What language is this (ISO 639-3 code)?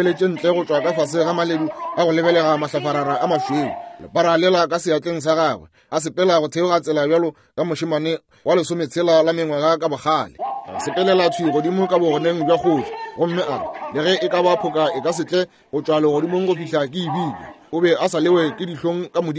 nso